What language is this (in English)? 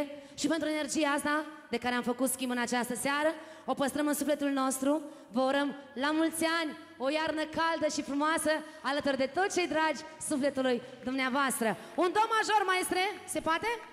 Romanian